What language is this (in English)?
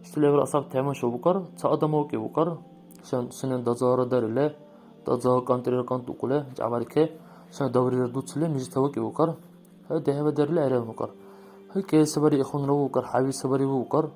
Dargwa